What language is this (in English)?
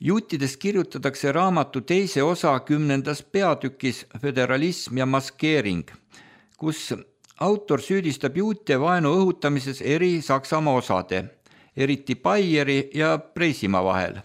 Estonian